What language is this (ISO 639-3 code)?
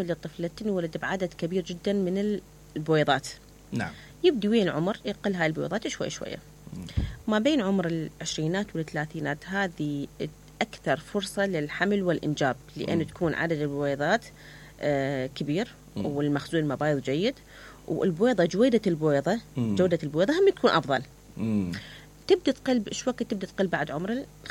acm